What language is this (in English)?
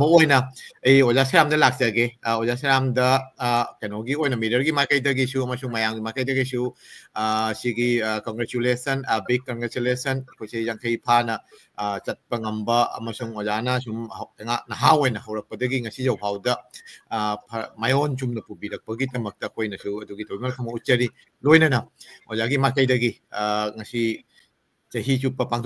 Manipuri